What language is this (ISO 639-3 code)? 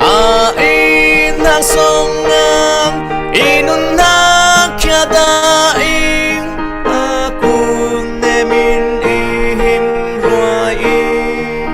cfm